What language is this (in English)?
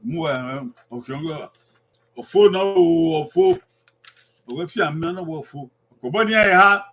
Bini